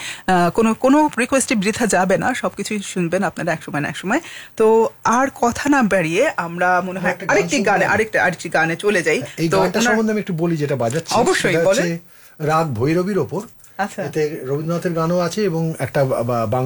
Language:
Bangla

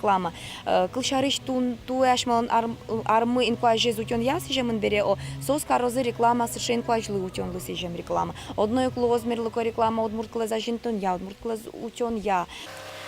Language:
Udmurt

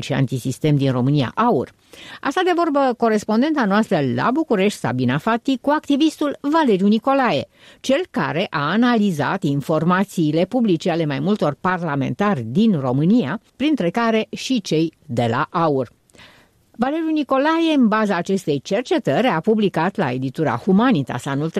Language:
Romanian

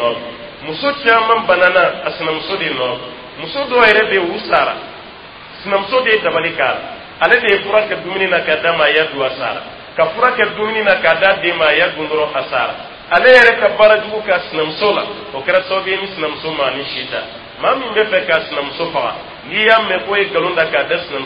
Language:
Dyula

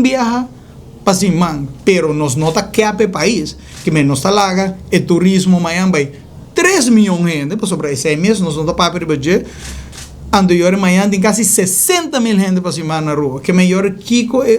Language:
Papiamento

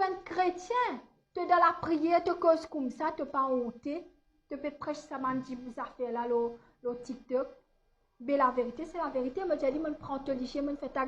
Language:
Morisyen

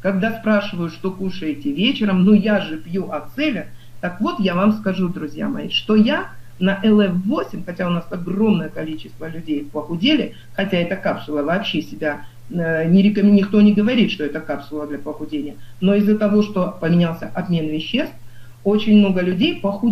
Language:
Russian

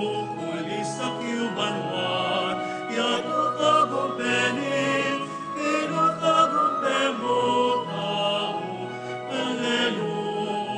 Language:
Pampanga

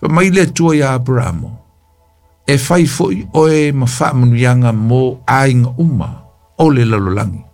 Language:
Samoan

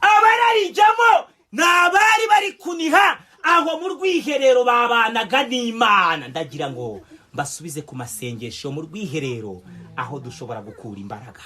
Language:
Kinyarwanda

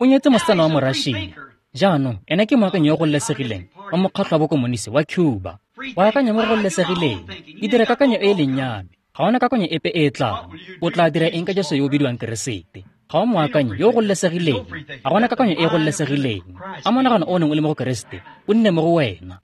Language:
Tswana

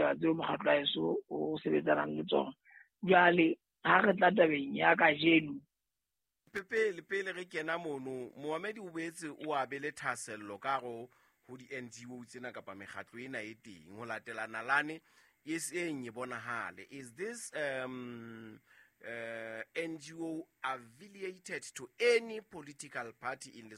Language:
Southern Sotho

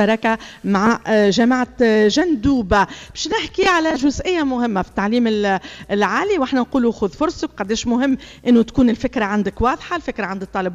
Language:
Tunisian Arabic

